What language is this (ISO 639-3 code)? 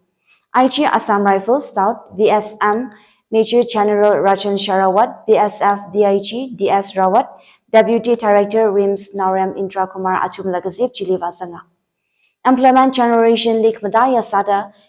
nmf